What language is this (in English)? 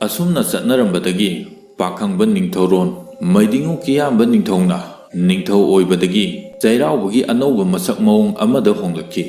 Manipuri